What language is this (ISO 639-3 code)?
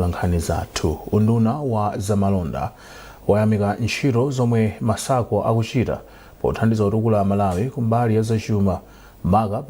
nya